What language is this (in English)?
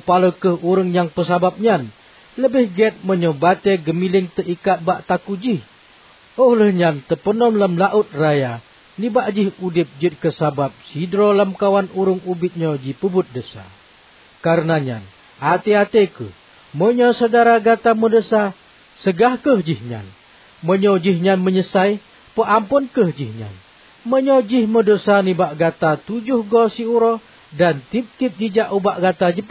Achinese